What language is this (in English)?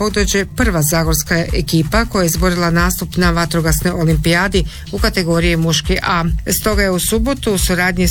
Croatian